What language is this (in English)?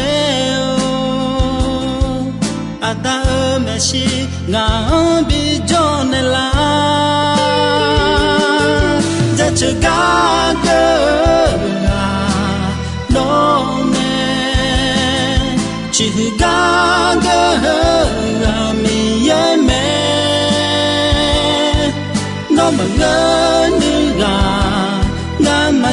Akha